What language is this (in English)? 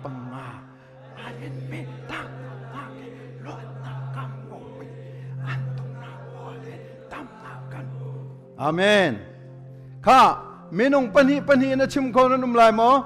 Hakha Chin